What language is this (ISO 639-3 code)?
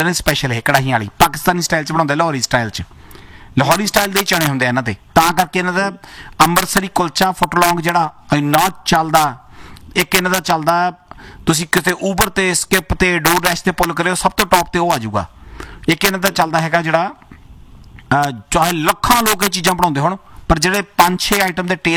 pan